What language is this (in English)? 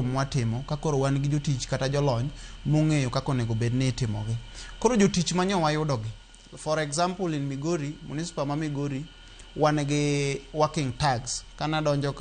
Luo (Kenya and Tanzania)